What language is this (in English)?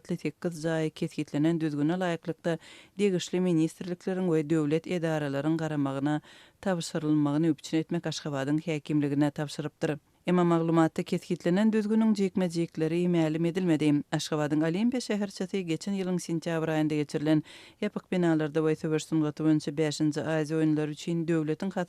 Turkmen